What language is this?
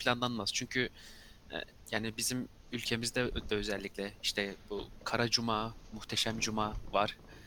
Turkish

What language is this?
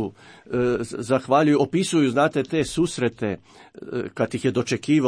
Croatian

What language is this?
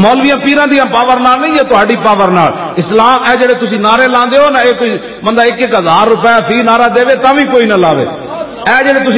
Western Panjabi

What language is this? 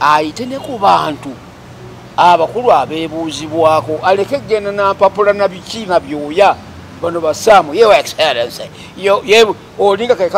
Ganda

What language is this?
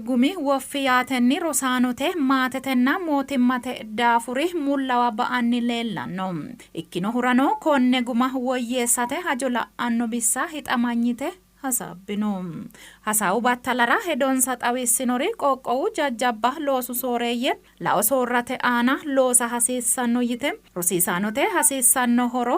Sidamo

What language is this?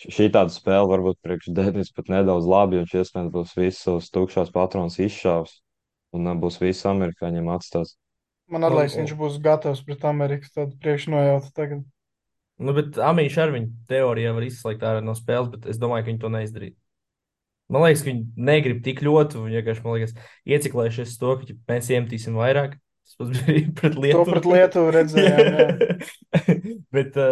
Latvian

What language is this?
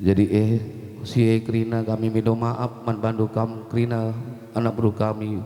Batak Karo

